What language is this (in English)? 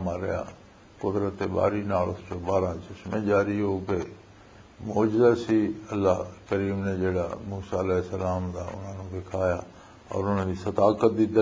Western Panjabi